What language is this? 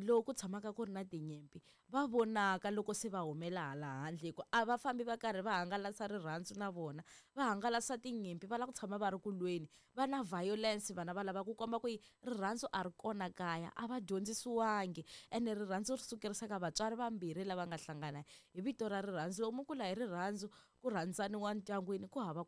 Tsonga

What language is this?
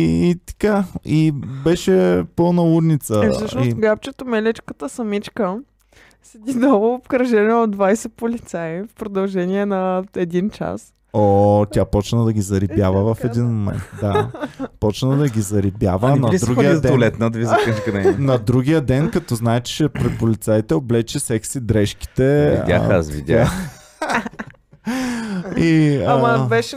Bulgarian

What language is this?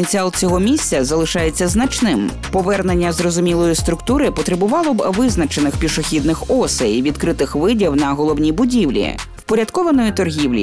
Ukrainian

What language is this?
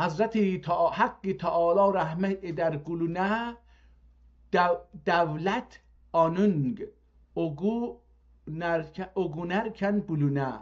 South Azerbaijani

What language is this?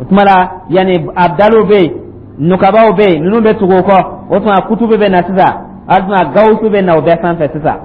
Dyula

